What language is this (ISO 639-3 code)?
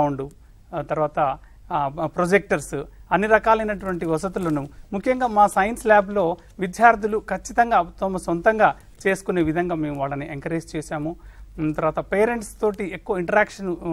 tel